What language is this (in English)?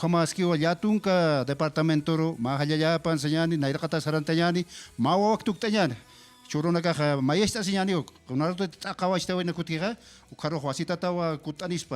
Aymara